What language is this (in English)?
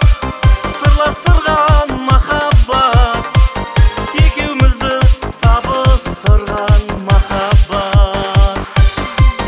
Kazakh